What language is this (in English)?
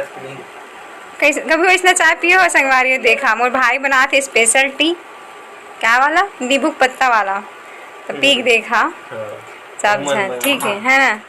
Chhattisgarhi